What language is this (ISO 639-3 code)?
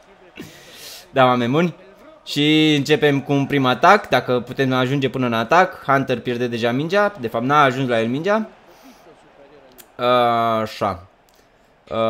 ron